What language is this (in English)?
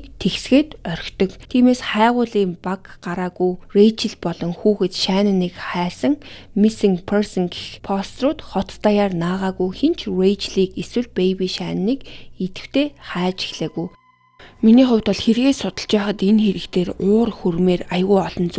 Mongolian